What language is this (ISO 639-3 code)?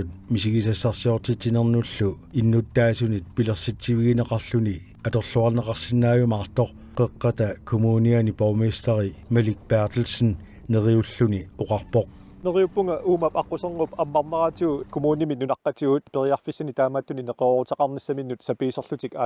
kal